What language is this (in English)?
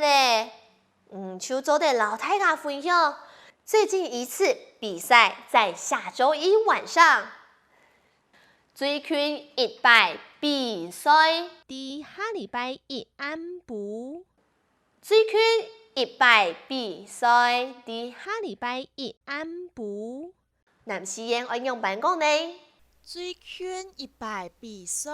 Hakka Chinese